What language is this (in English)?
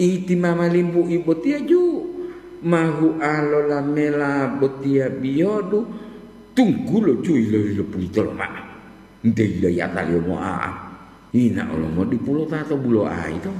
Gorontalo